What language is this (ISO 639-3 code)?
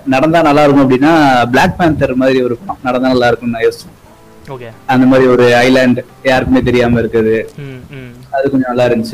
tam